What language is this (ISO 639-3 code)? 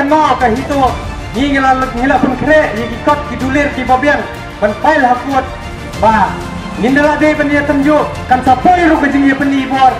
kha